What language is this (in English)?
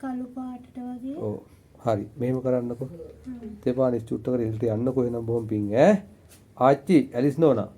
Sinhala